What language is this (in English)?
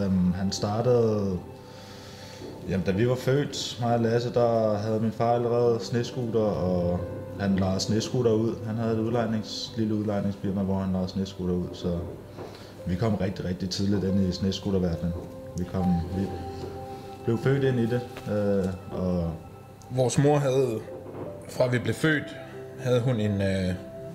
Danish